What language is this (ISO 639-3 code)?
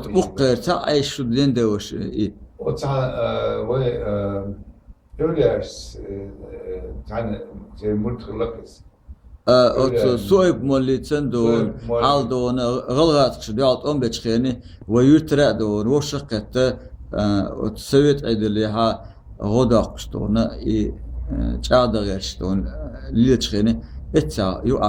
che